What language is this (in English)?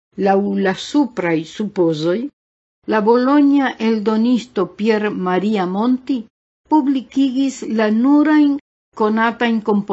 Esperanto